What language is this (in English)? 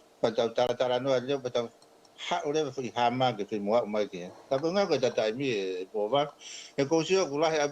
Tongan